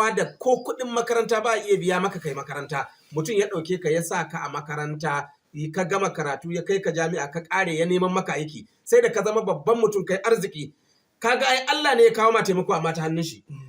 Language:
Hausa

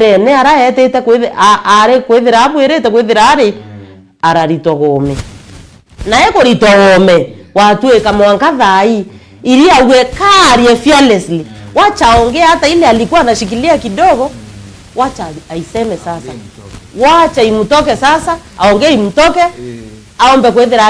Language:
Meru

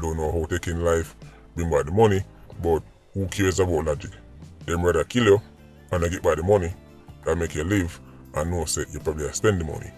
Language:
Jamaican Creole English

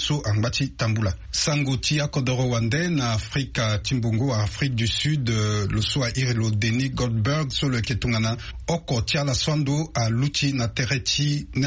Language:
Sango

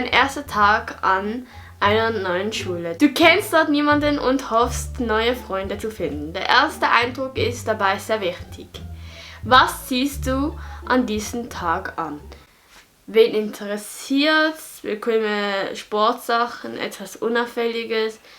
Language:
Swiss German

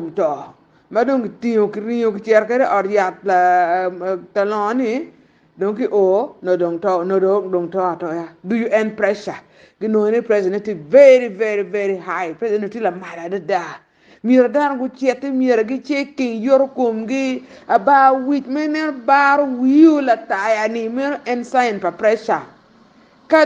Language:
Acoli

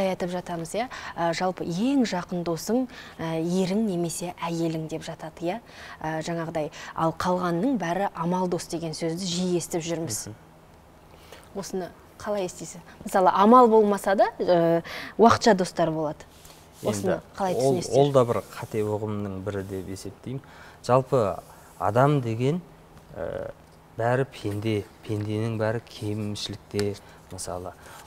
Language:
Kazakh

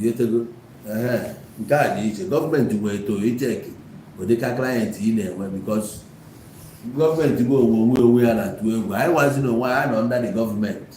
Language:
Igbo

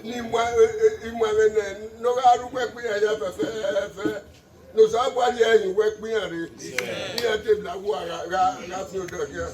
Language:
Bini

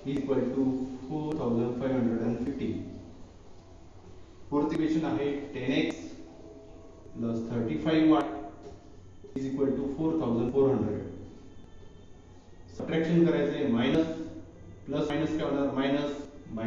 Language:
Marathi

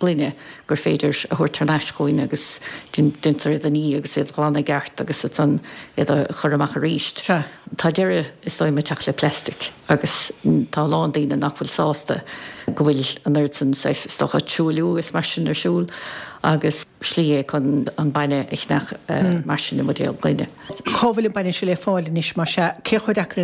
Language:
Irish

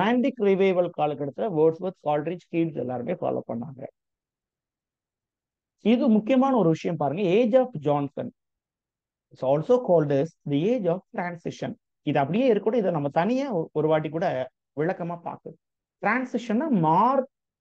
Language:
Tamil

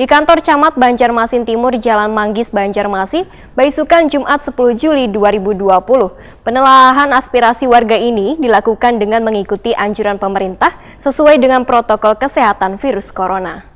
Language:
Banjar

